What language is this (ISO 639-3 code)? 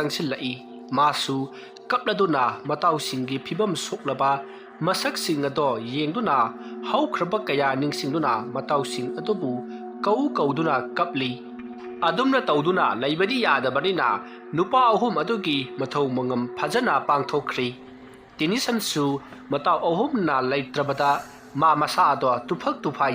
mni